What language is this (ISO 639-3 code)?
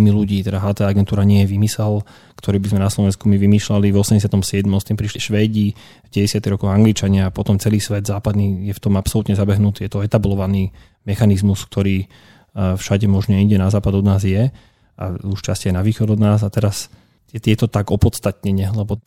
slk